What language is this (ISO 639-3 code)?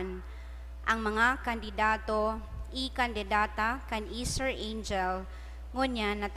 bik